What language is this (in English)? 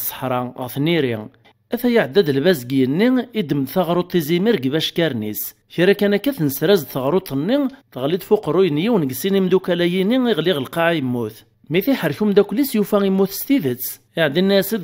Kabyle